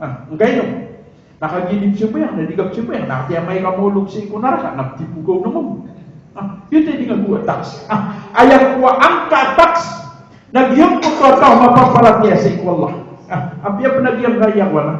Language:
Maranao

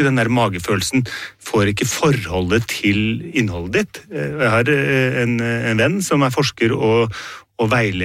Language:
Norwegian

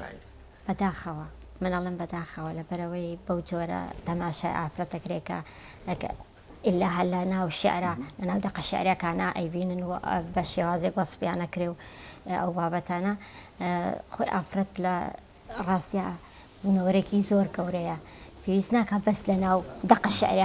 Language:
Central Kurdish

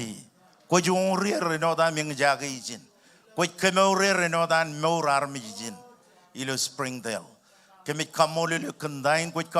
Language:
Marshallese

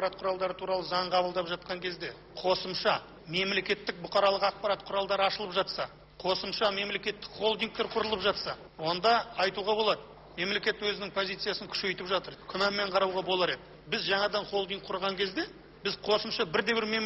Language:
Kazakh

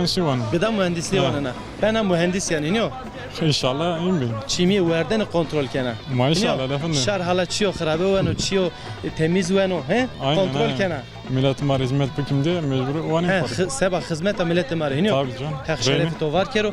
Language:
Zaza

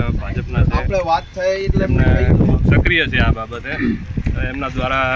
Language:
Gujarati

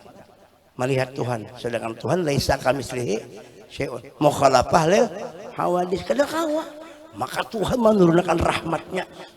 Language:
Banjar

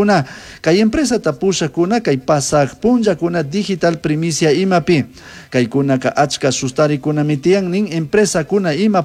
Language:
Chimborazo Highland Quichua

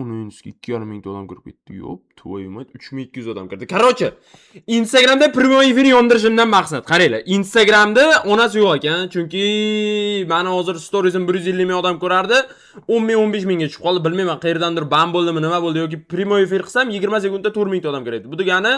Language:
Uzbek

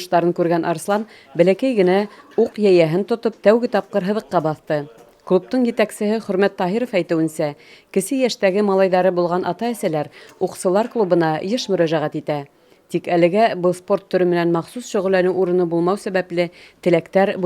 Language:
Bashkir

